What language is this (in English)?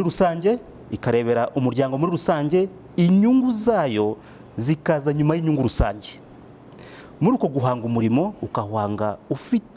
Kinyarwanda